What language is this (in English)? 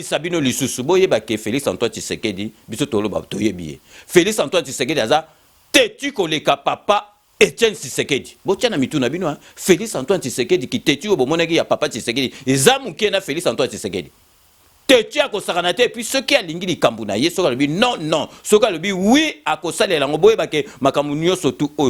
Lingala